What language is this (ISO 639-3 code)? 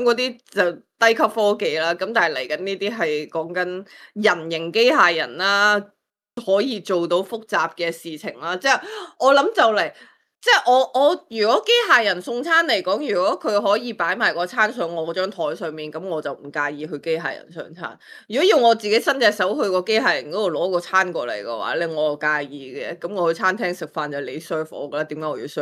yue